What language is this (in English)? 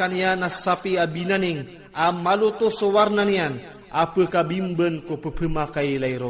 Iranun (Philippines)